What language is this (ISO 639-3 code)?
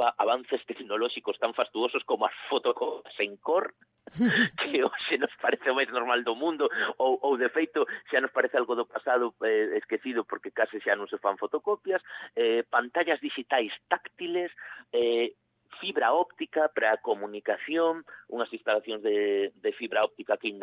glg